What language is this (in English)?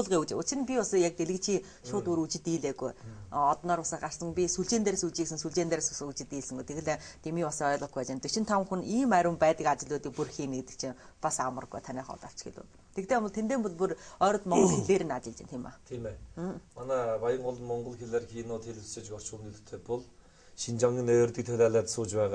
Mongolian